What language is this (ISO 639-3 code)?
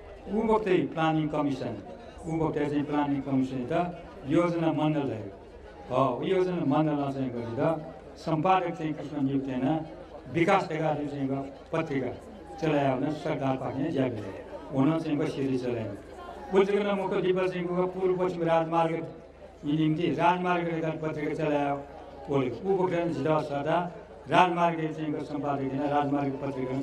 new